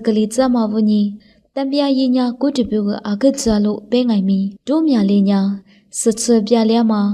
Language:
Lisu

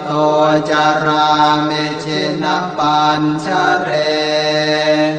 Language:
Pali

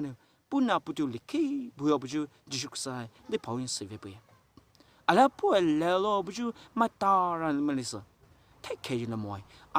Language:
Poumei Naga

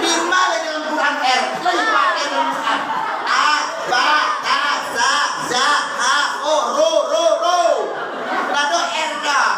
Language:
Minangkabau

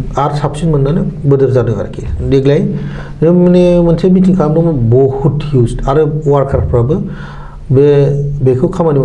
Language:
Bodo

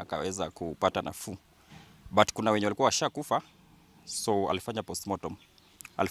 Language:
Gusii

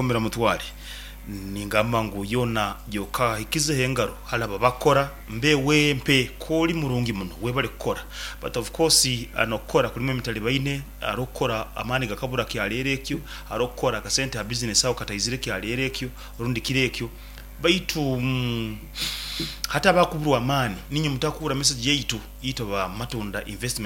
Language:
Nyoro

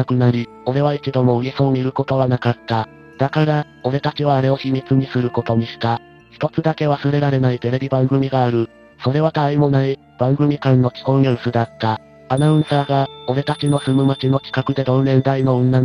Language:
Japanese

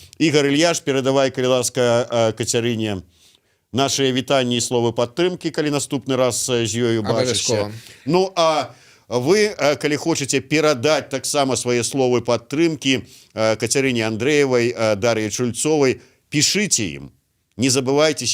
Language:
Belarusian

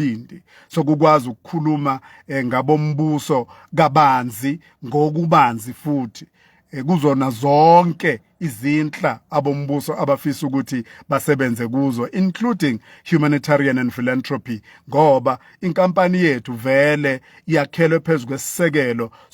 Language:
Zulu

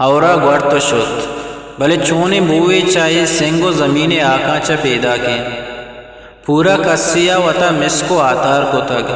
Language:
Eastern Balochi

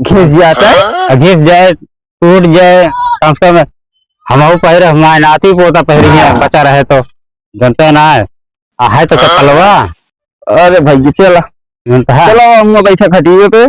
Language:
Awadhi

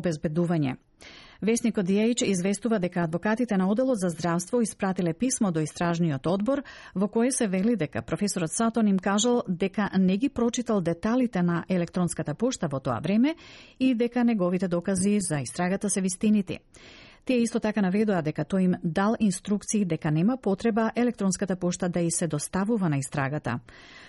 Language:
Macedonian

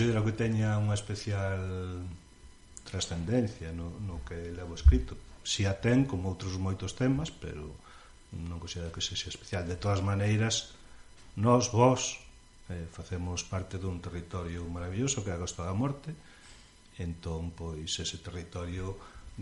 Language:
Galician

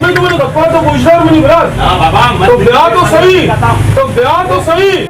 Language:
Baluchi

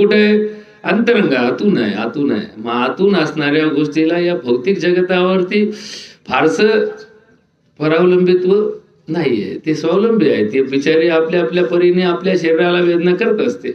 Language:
Marathi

